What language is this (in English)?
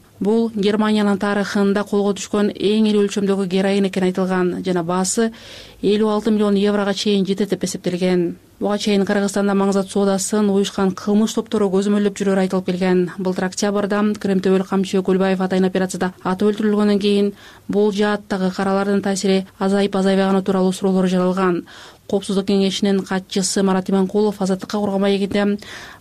Kyrgyz